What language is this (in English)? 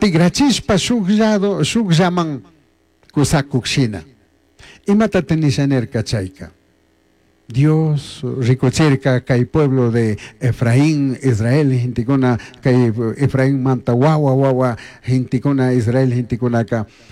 Chimborazo Highland Quichua